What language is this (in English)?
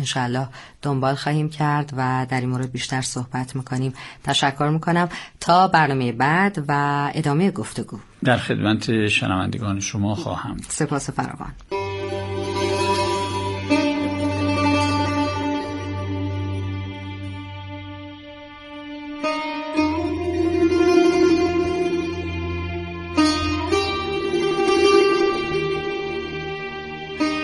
Persian